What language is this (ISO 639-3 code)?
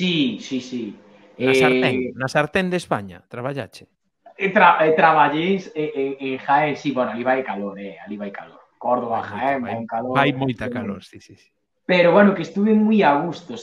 glg